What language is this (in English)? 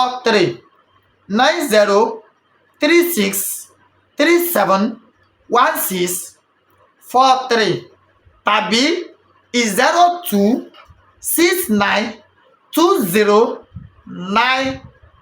Yoruba